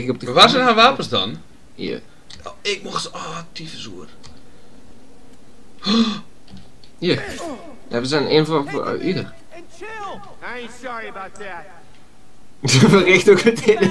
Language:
Dutch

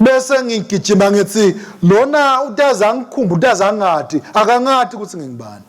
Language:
Swati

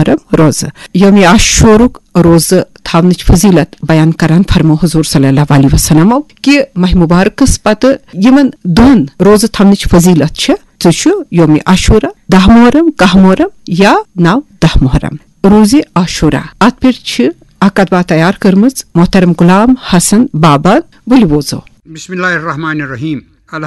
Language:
Kashmiri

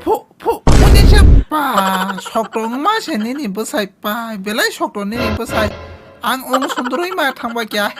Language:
Kok Borok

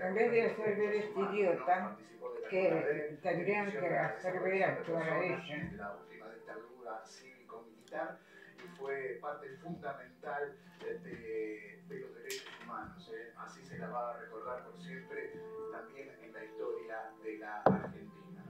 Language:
Spanish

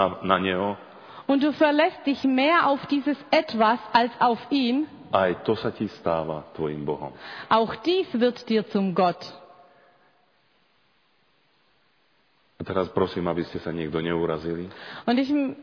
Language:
Slovak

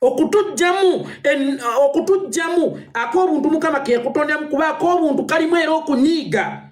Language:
Ganda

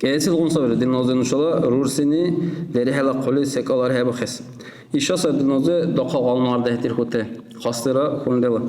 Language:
Dargwa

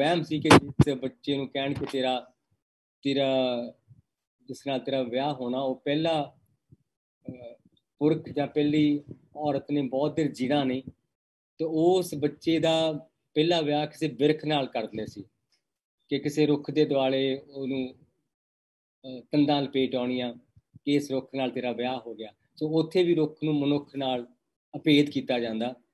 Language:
Punjabi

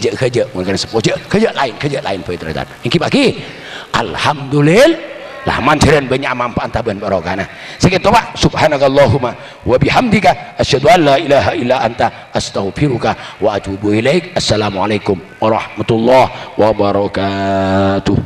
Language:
Madurese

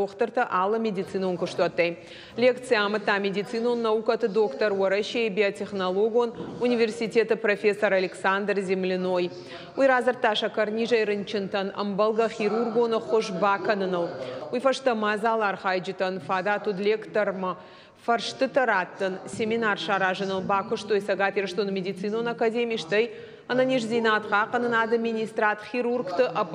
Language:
Ossetic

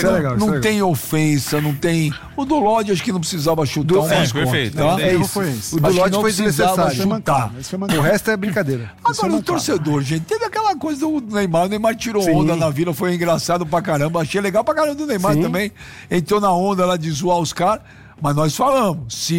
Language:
Portuguese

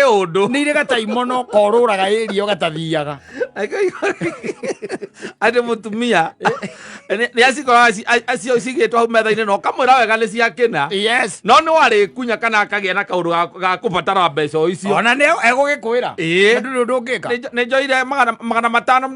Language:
Kikuyu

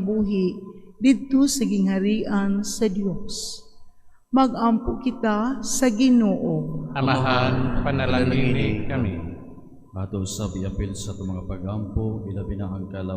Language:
Cebuano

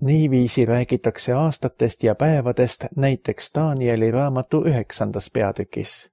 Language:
Estonian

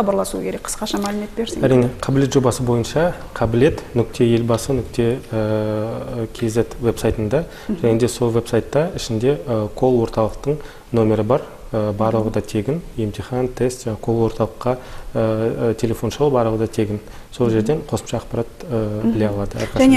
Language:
Kazakh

